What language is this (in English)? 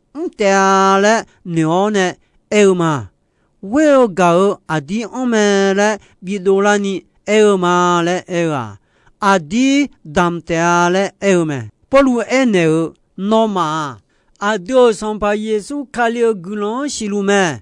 Akha